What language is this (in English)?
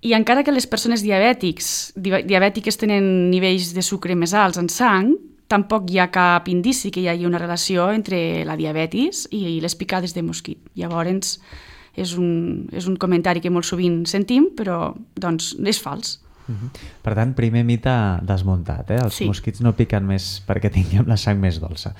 Catalan